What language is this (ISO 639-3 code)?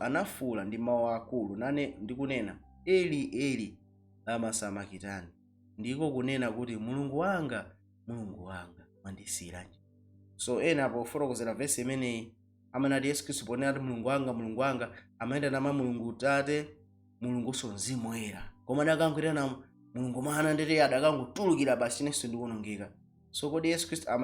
nya